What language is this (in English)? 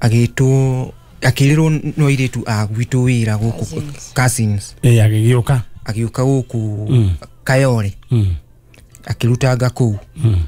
Kikuyu